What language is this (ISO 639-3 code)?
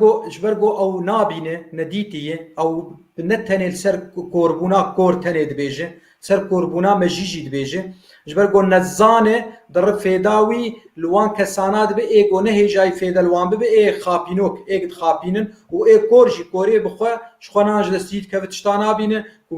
kur